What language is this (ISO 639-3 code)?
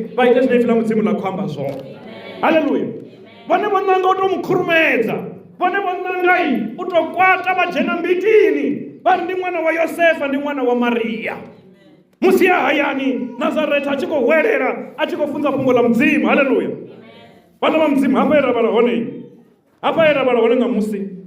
ven